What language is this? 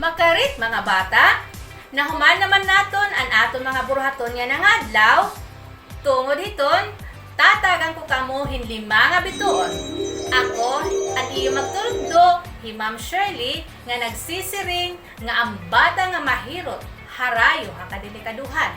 Waray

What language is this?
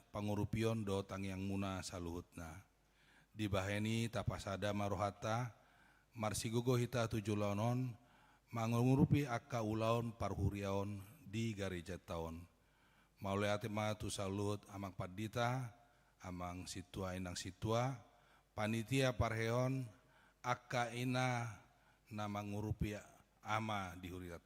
Batak Toba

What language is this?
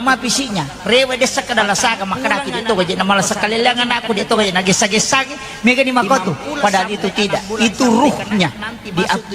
Buginese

